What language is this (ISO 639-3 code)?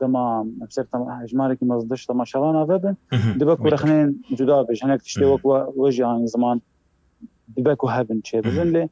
kur